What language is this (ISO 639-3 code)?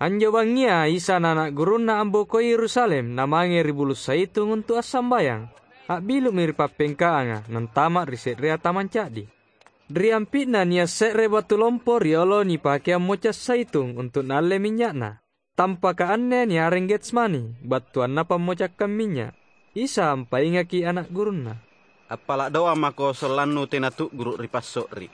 mak